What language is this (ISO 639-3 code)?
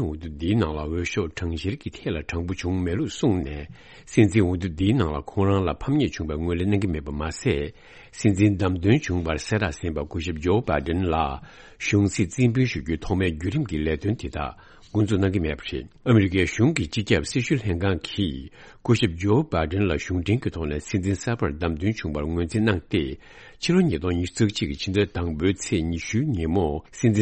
bod